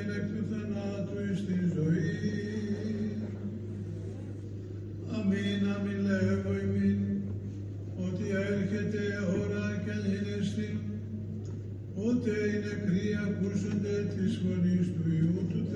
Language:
Greek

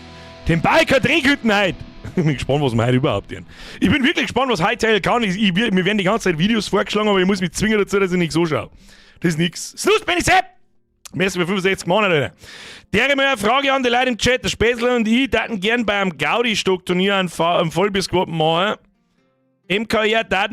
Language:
Bavarian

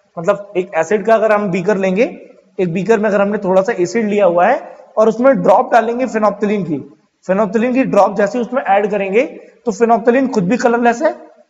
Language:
Hindi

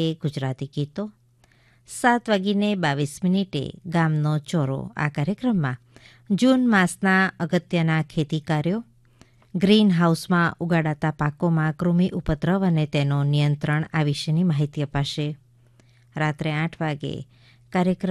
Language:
Gujarati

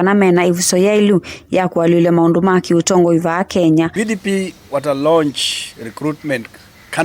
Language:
Kamba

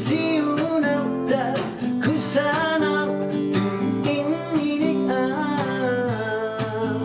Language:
Kalaallisut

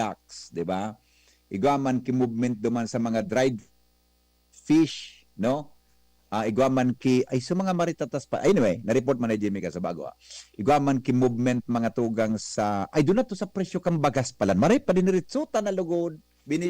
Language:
Bikol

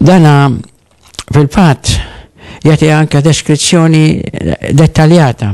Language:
Maltese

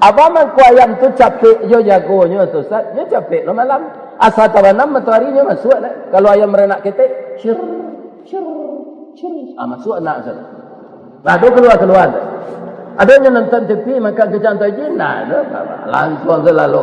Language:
Minangkabau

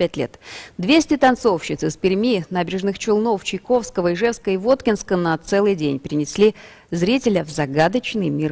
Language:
Russian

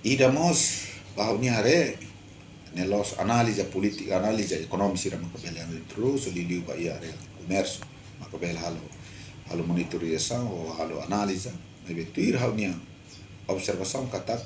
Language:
Tetum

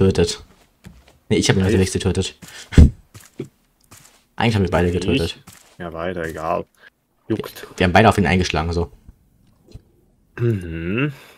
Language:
German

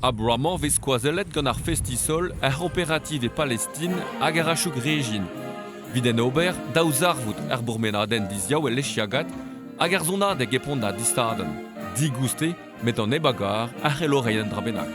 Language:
Breton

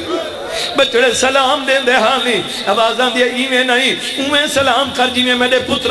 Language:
Saraiki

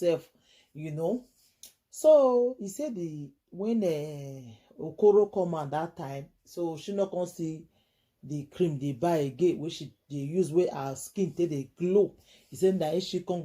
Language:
Nigerian Pidgin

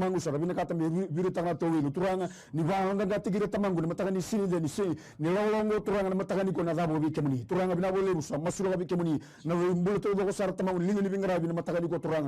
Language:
Fijian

